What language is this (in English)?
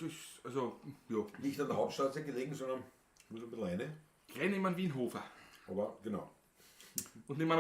Bavarian